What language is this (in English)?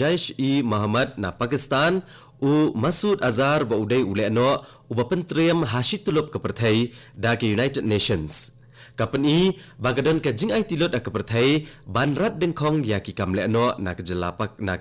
Khasi